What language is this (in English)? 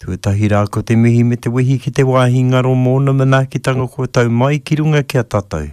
Māori